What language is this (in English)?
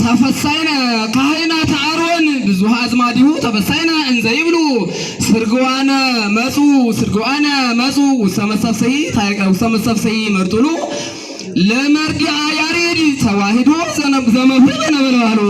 Amharic